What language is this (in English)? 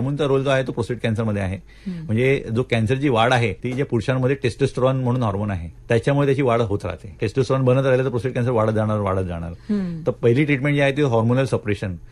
Marathi